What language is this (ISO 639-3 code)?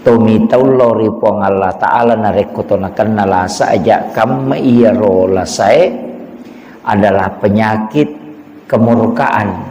bug